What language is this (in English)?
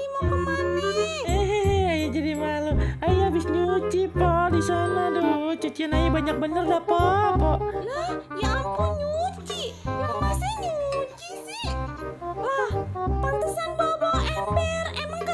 Betawi